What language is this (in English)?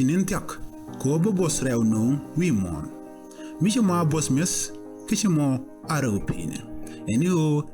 Nuer